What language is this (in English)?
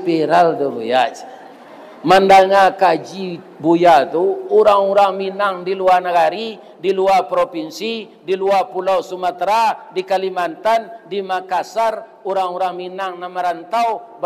Minangkabau